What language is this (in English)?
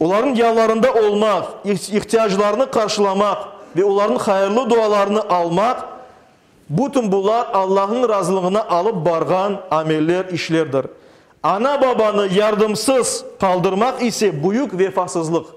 Crimean Tatar